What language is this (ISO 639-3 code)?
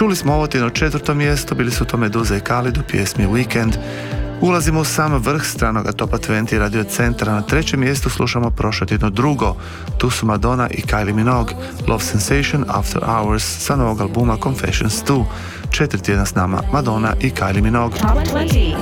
hrv